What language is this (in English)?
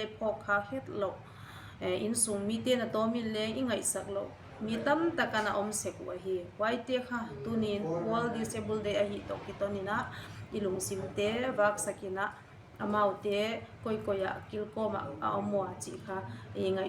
Paite Chin